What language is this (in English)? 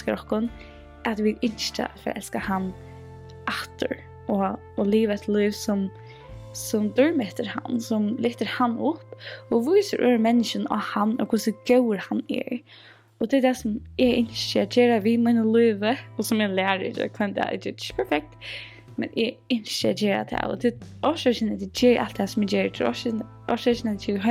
Faroese